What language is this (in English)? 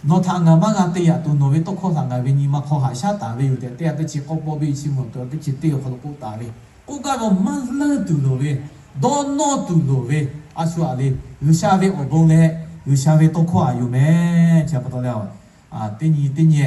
Lahu